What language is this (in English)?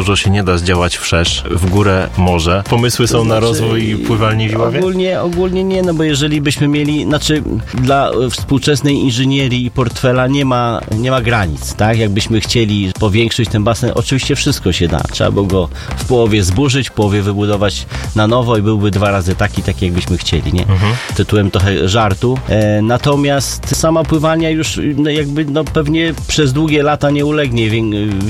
Polish